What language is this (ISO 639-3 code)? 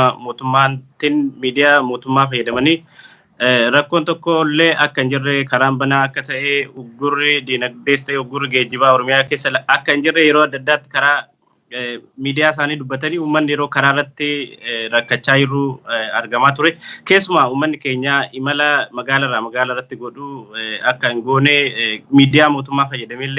orm